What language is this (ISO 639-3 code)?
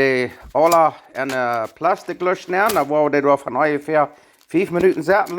pdt